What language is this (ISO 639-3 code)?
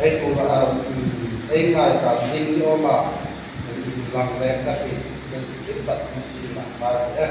hmr